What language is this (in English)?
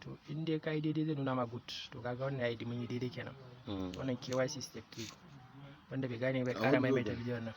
Hausa